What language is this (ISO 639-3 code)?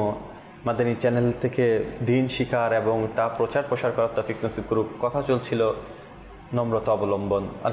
ben